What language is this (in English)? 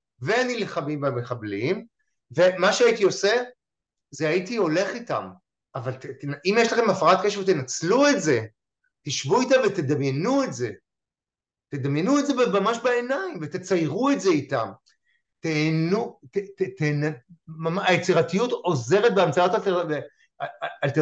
Hebrew